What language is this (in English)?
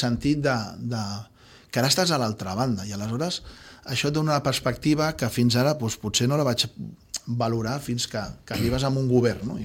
Catalan